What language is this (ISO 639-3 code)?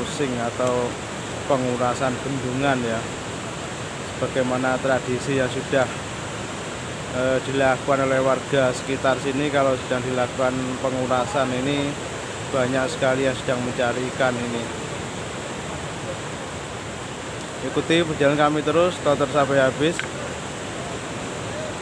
ind